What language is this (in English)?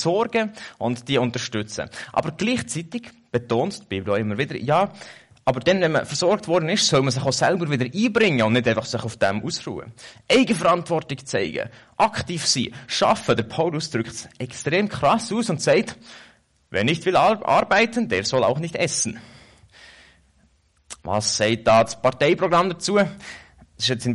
German